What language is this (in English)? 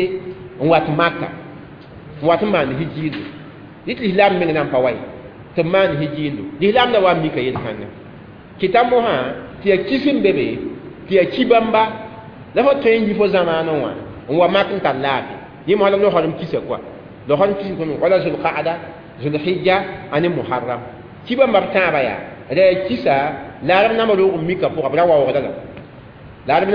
Mossi